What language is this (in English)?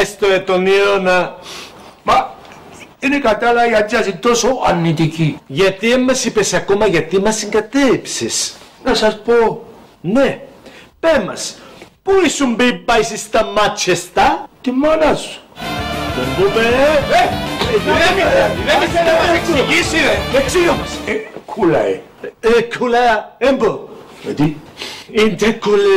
Greek